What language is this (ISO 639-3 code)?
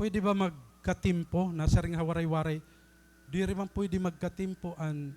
war